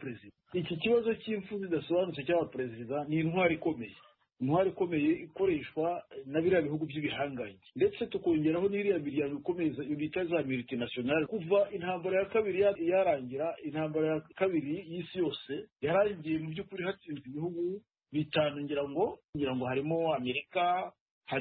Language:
Kinyarwanda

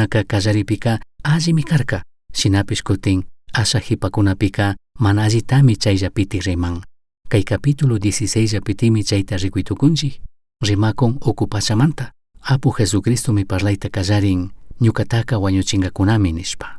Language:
Chimborazo Highland Quichua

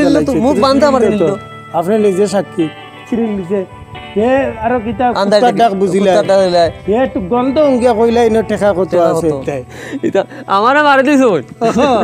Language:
Sylheti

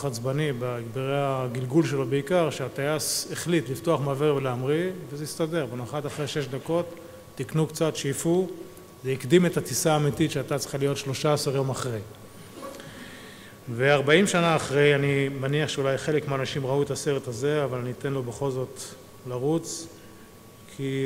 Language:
Hebrew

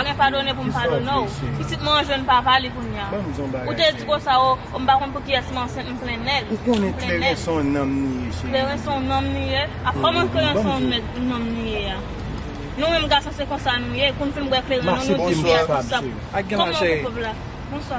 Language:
Haitian Creole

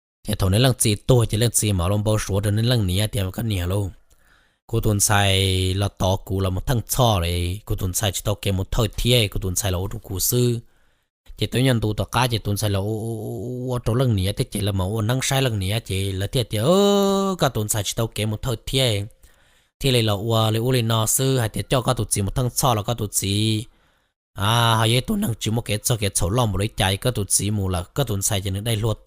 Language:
Hmong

